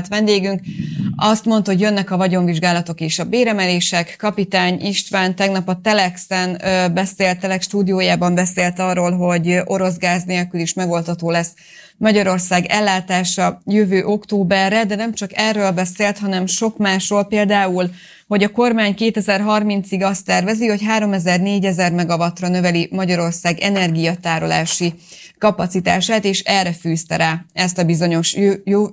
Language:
Hungarian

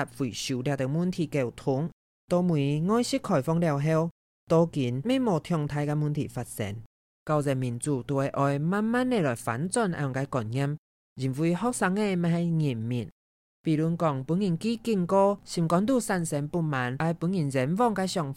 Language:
Hakka Chinese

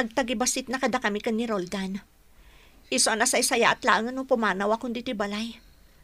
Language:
Iloko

